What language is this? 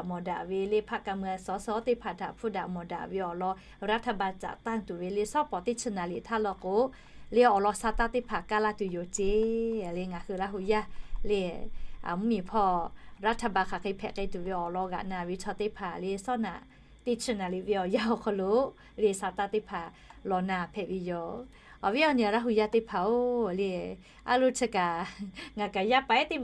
Lahu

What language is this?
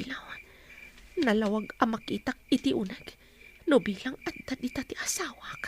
Iloko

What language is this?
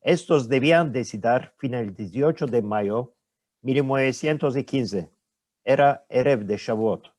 Ladino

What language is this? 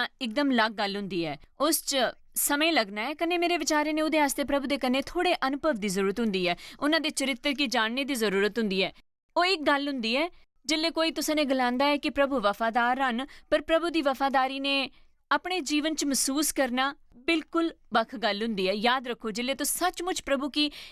Dogri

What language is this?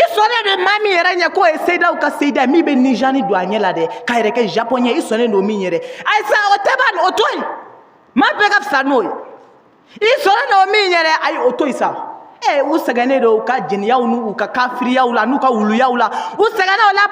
Bambara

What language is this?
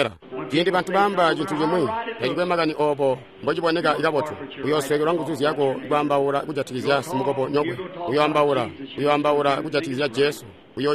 Tonga (Zambia)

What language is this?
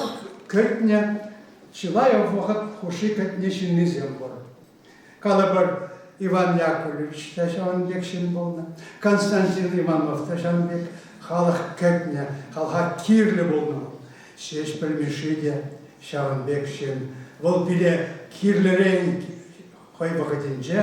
Chuvash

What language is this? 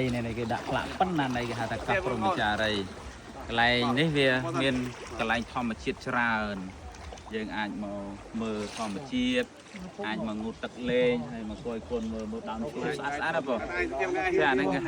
Khmer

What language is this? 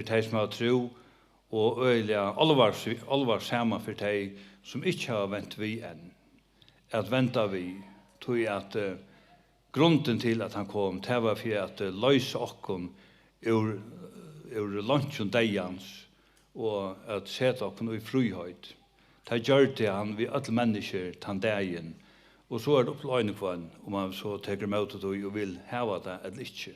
Faroese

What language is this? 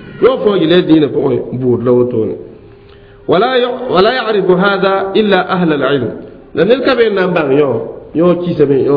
Mossi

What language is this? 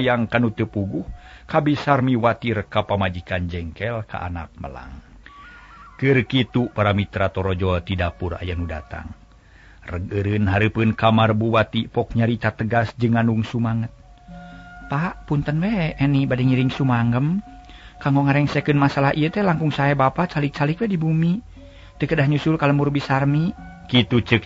Sundanese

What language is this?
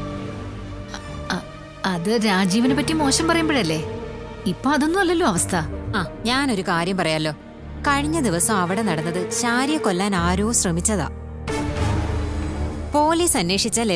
Malayalam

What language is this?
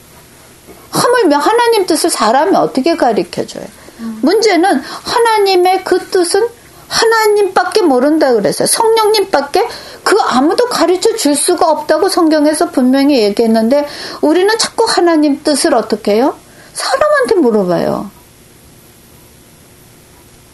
Korean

